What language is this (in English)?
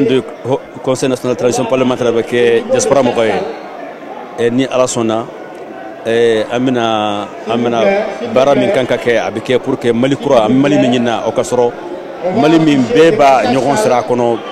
Bambara